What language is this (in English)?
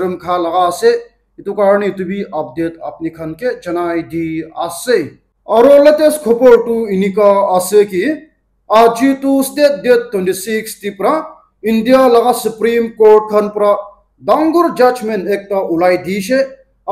Naga Pidgin